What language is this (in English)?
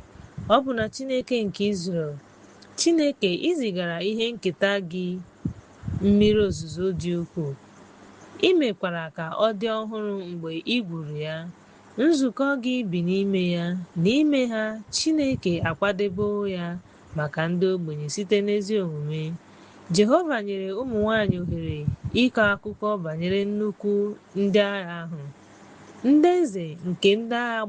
Igbo